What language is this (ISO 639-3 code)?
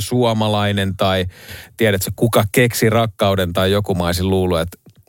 fin